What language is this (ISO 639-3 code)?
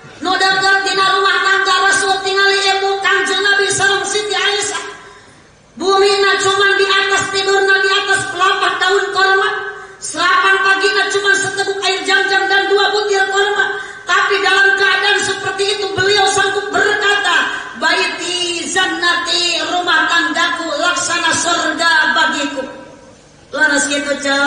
sun